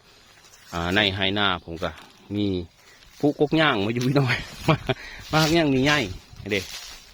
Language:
Northeastern Thai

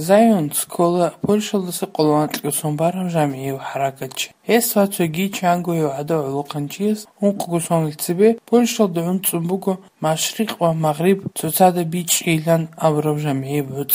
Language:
Avaric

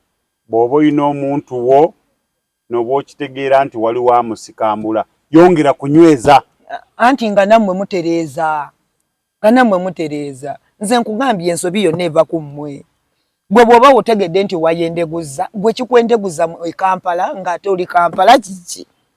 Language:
Ganda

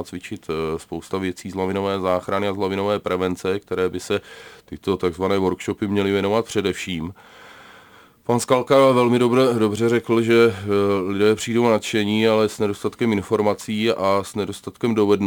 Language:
Czech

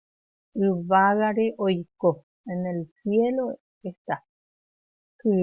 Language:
Guarani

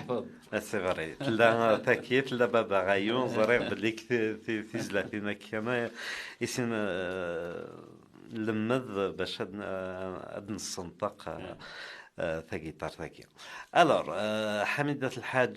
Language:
Kabyle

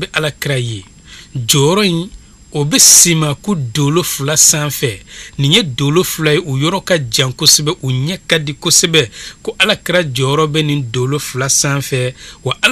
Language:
Bambara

